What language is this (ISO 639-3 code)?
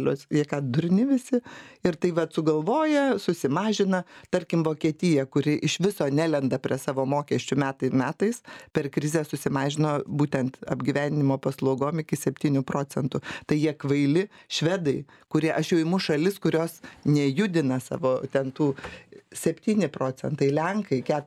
lit